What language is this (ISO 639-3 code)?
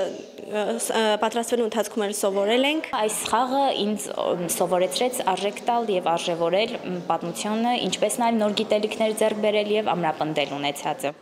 hye